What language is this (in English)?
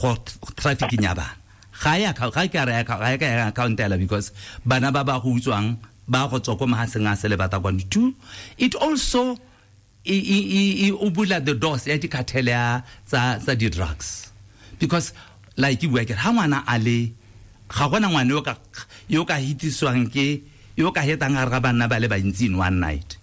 Tswana